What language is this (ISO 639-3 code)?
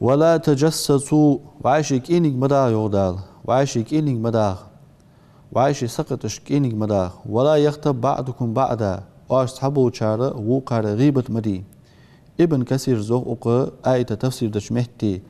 inh